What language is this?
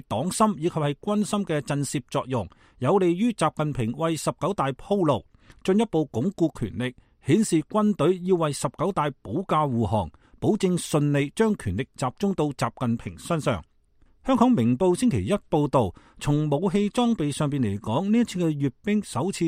Cantonese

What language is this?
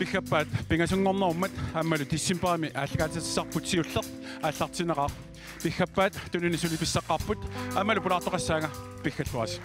Kalaallisut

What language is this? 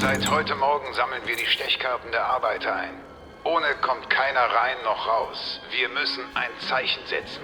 Bavarian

